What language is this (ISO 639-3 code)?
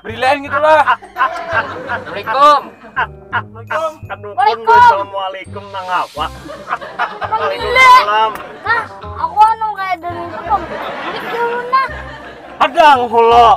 bjn